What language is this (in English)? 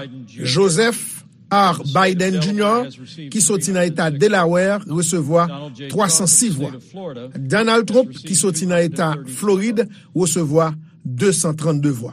Haitian Creole